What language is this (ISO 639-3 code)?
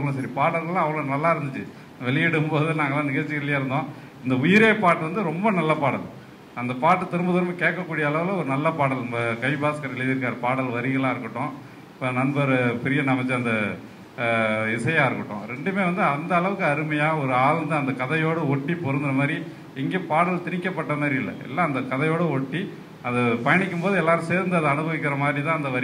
tam